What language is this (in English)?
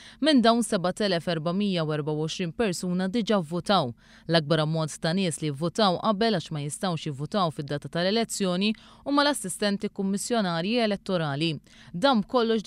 Maltese